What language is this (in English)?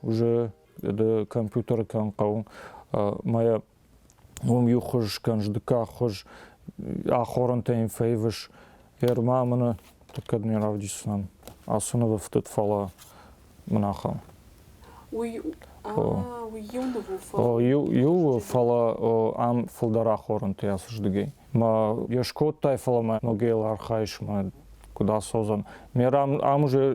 Ossetic